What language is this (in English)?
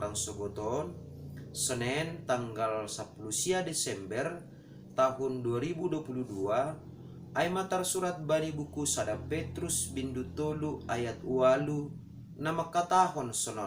Batak Simalungun